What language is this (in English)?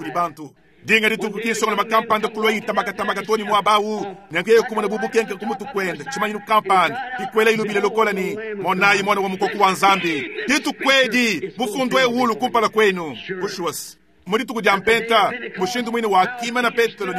Luba-Lulua